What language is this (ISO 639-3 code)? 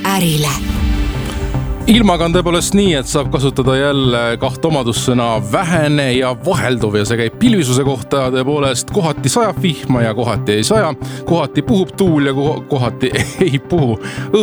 est